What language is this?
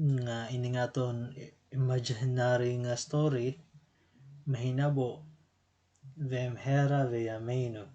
Waray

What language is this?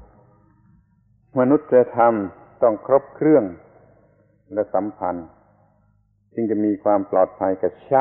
Thai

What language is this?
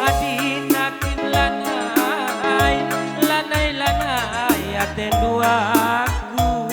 Batak Karo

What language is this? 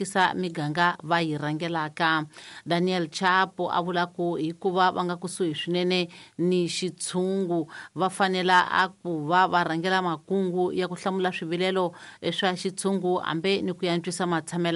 Tsonga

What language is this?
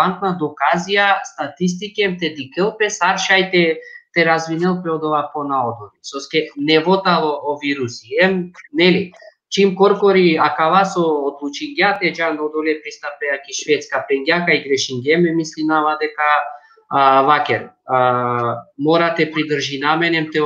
Balkan Romani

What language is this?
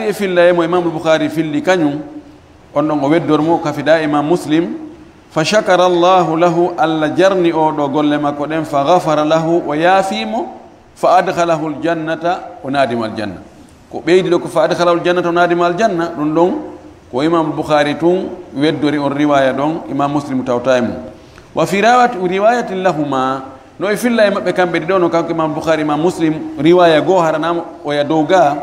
Fula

